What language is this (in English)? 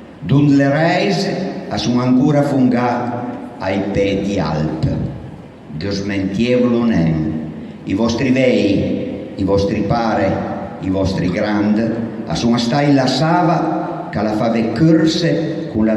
Piedmontese